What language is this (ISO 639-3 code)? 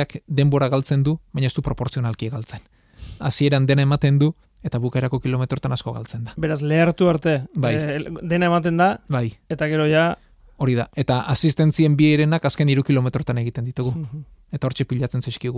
eus